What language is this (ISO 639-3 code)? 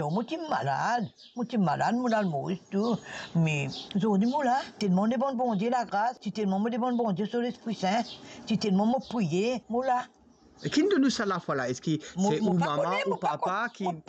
mfe